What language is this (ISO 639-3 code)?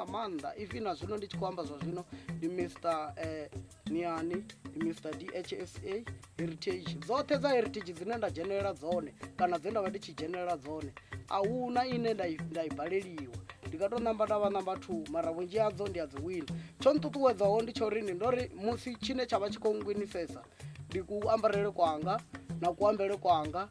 ven